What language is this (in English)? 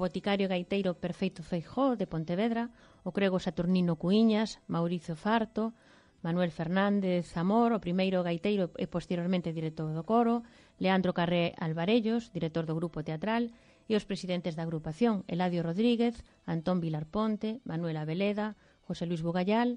Galician